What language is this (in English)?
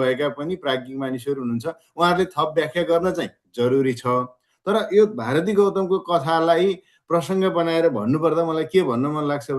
Nepali